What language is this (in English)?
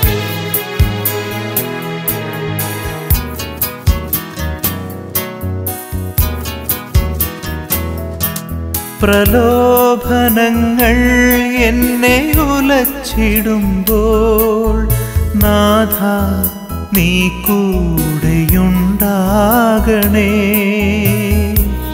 Malayalam